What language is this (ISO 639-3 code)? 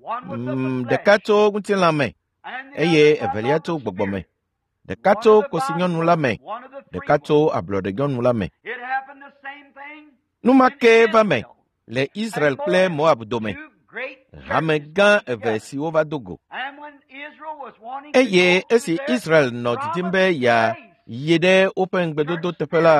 ewe